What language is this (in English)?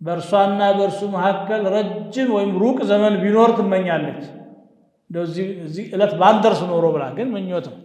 Amharic